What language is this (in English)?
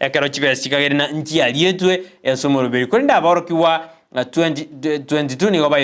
Gusii